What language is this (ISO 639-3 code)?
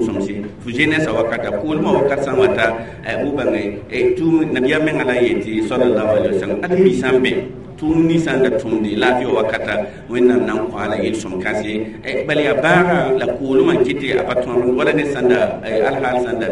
mos